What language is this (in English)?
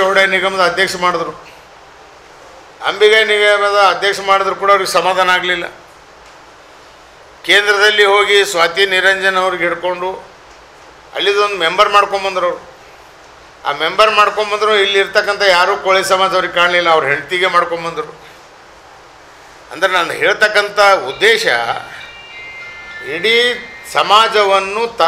Kannada